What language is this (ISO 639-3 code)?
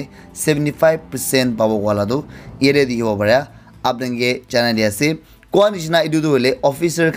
nag